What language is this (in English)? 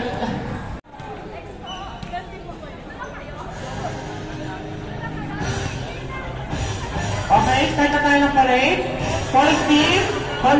Filipino